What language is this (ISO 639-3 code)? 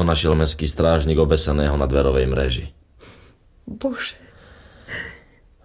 slk